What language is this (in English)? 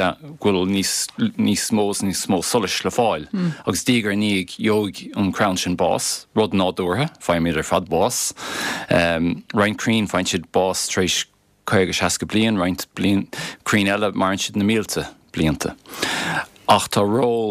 Irish